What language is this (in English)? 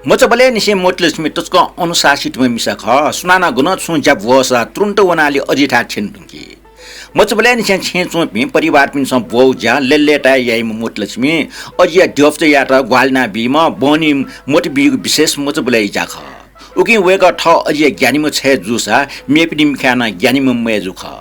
Newari